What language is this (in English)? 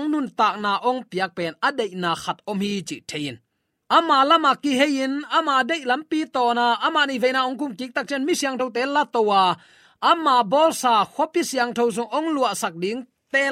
Tedim Chin